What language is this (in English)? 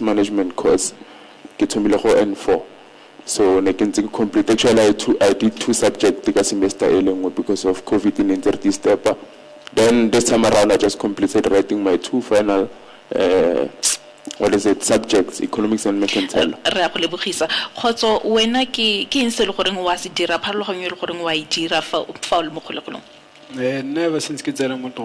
Tswana